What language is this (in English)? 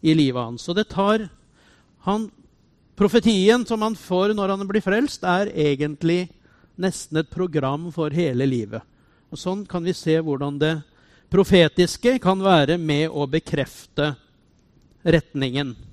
Norwegian